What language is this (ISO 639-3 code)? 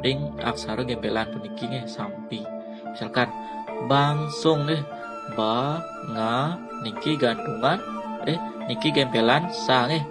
ban